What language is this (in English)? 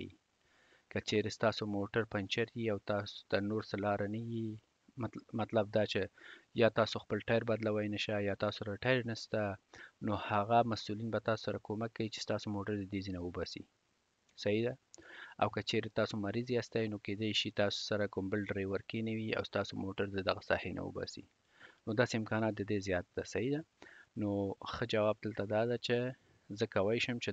Pashto